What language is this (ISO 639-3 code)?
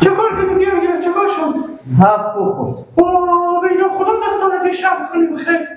fas